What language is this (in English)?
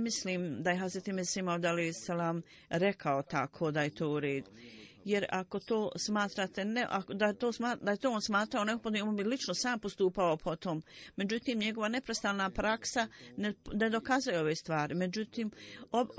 Bosnian